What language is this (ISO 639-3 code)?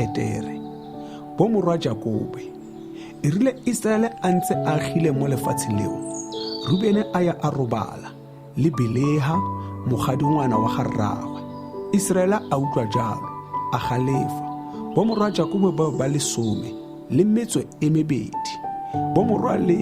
tsn